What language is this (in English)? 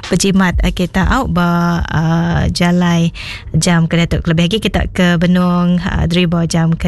Iban